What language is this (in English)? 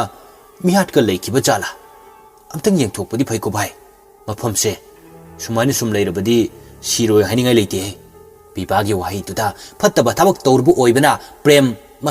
Manipuri